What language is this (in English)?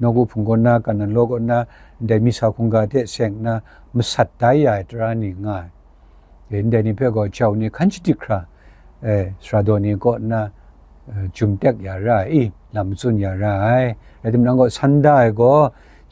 Kachin